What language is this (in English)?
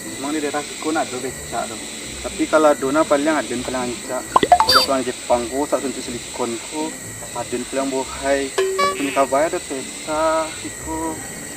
Minangkabau